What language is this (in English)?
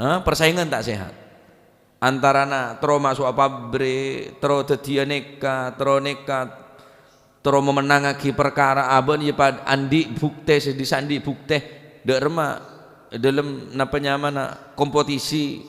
Madurese